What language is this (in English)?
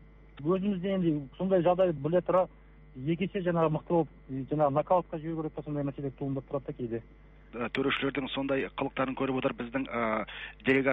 Kazakh